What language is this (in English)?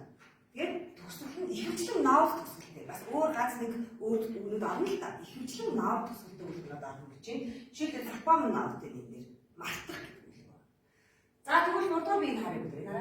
Mongolian